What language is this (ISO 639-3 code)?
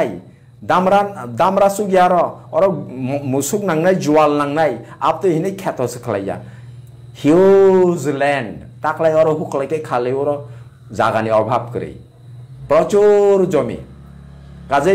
trp